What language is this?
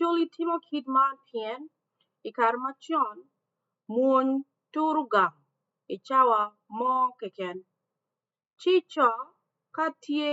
Acoli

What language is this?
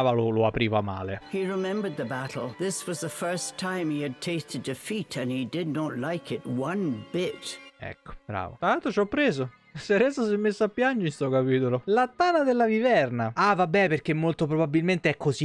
Italian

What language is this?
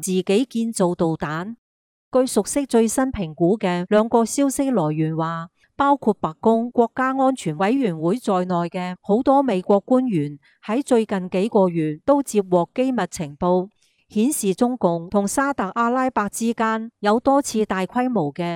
Cantonese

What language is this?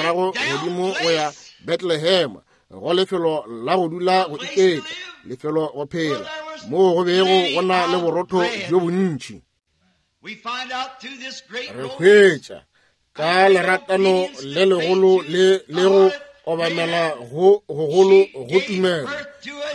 Northern Sotho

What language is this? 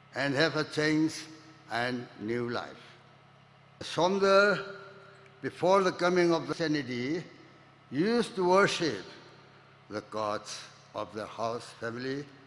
Tangkhul Naga (India)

